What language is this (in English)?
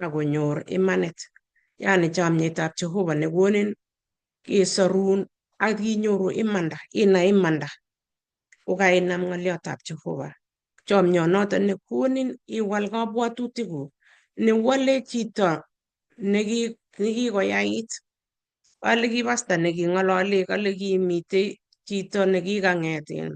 Kalenjin